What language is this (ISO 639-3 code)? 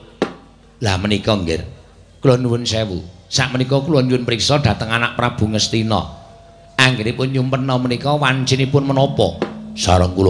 jav